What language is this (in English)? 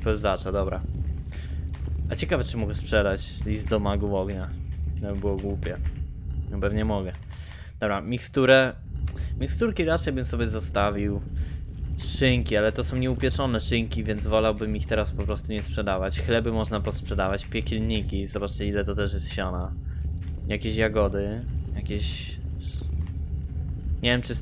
Polish